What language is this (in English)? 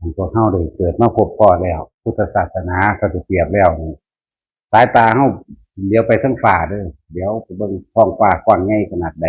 Northeastern Thai